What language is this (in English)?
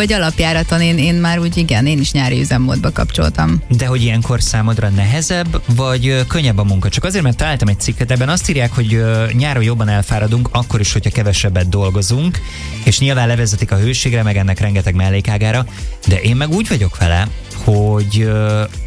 Hungarian